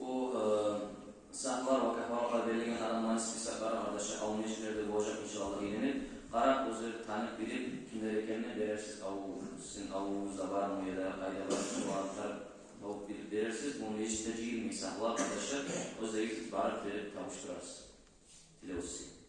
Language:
Kumyk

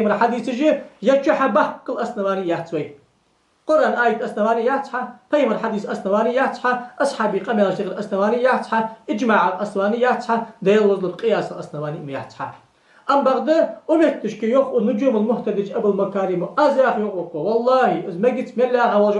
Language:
Ingush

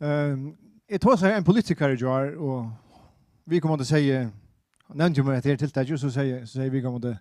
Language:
Faroese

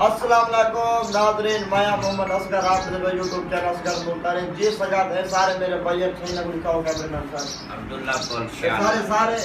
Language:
Saraiki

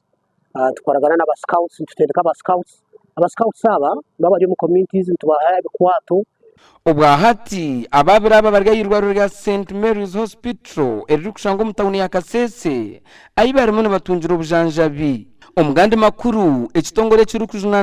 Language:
Nyankole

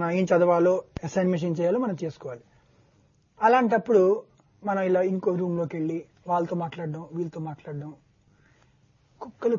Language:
Telugu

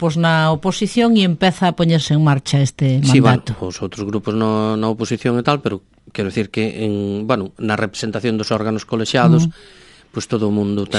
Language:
Galician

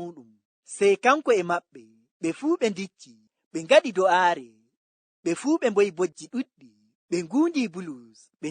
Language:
Fula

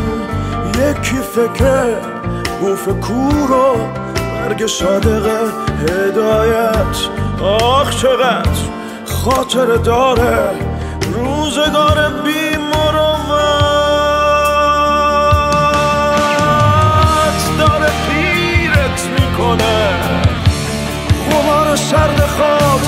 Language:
Persian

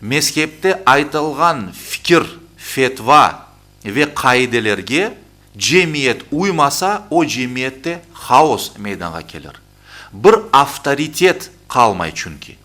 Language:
Crimean Tatar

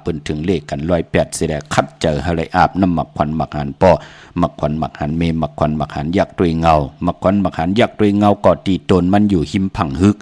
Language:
Shan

